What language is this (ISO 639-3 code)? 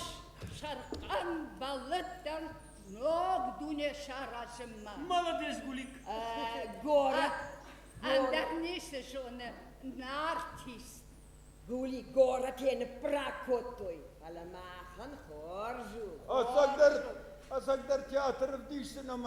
oss